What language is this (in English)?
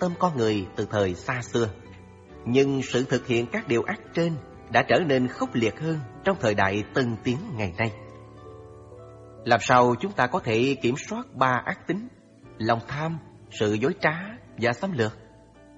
Vietnamese